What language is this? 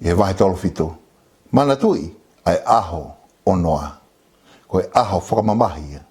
Tongan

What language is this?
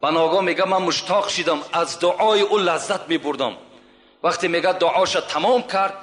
Tajik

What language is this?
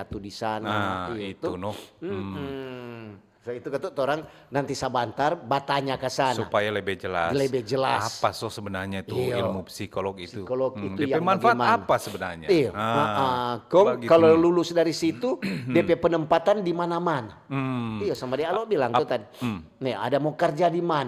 Manado Malay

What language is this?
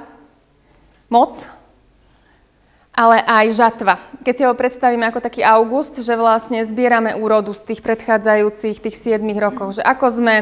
Slovak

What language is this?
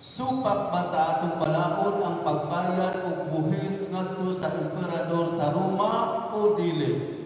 Cebuano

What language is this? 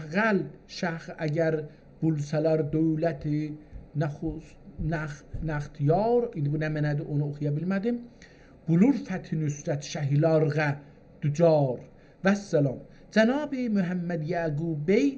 South Azerbaijani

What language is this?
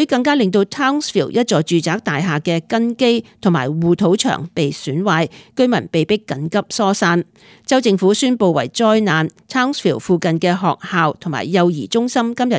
Cantonese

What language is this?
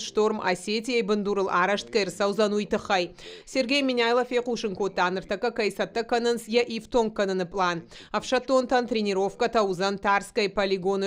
Ossetic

